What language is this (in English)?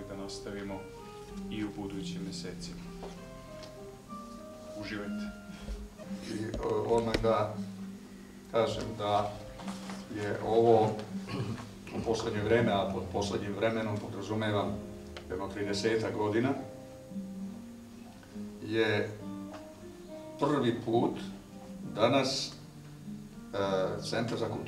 Serbian